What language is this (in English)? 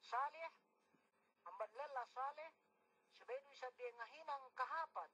Yakan